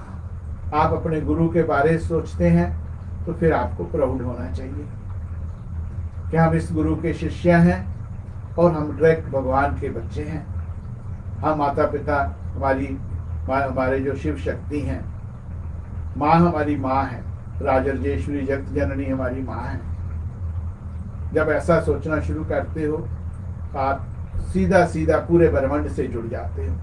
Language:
Hindi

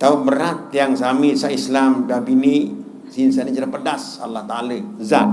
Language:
Sasak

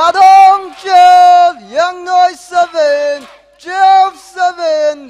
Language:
Tangkhul Naga (India)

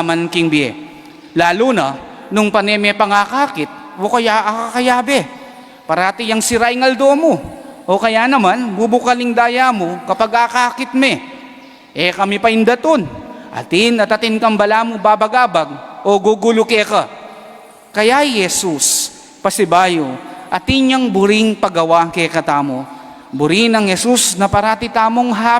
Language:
Pampanga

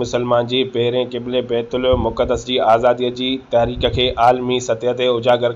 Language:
Sindhi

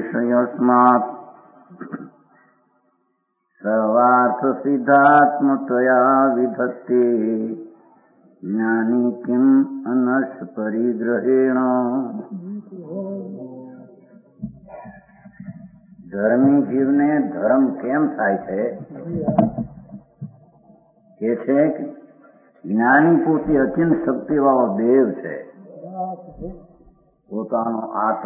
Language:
Gujarati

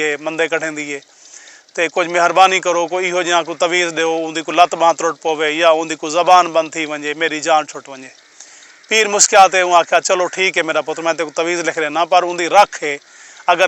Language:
Saraiki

